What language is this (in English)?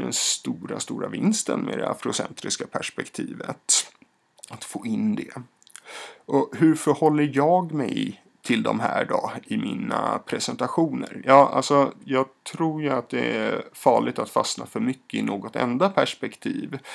Swedish